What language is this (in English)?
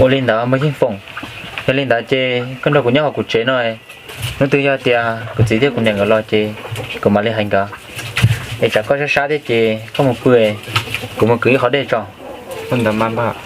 Hmong